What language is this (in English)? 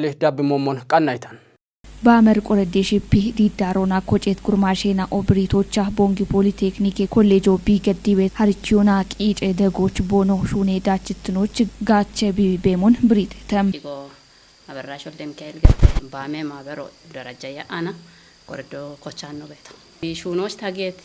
Kafa